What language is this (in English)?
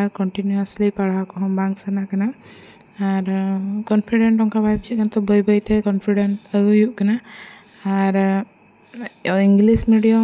Santali